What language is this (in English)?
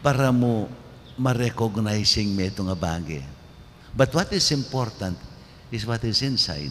Pampanga